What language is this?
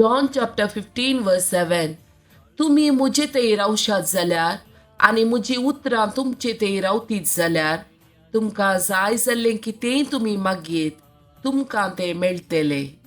Konkani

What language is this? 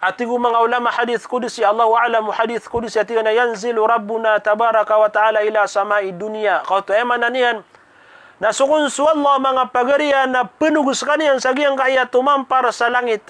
Maranao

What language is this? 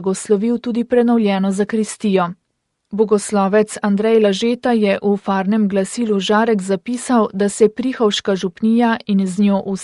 Slovenian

